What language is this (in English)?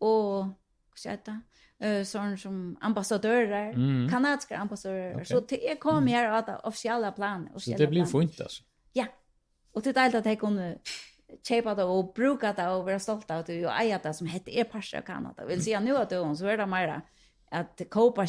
Faroese